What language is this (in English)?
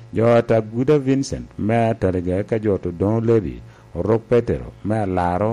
Lango (Uganda)